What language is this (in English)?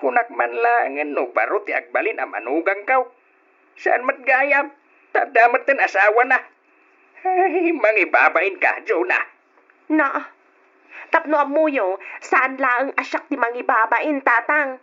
Iloko